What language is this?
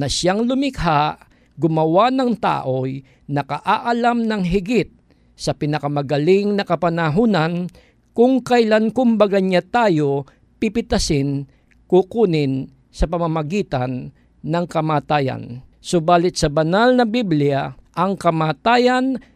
Filipino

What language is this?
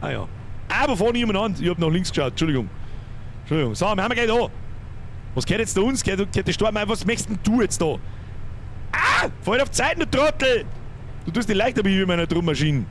Bavarian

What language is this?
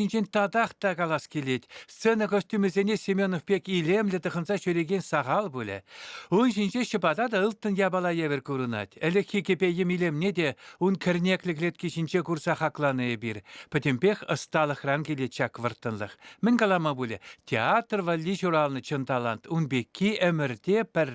Chuvash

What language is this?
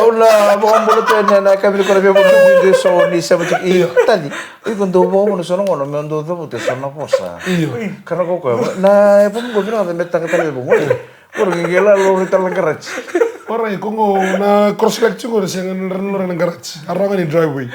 Fijian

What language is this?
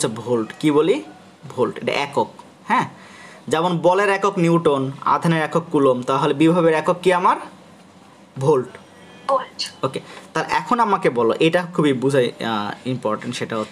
Bangla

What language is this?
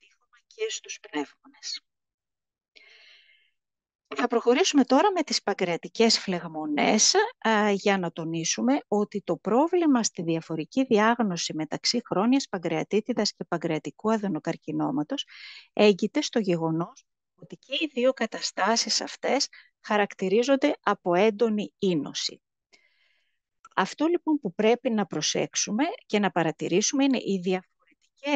Greek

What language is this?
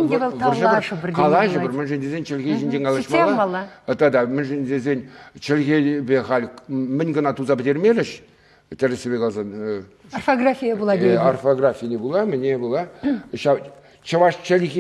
Chuvash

